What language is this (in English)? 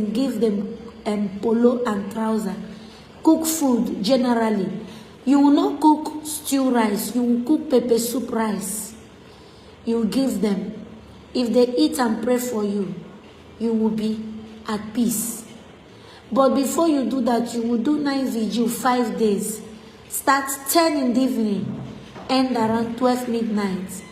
Igbo